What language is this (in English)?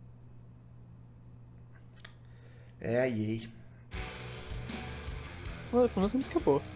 Portuguese